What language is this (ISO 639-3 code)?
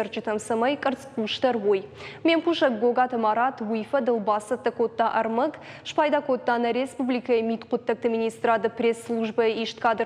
oss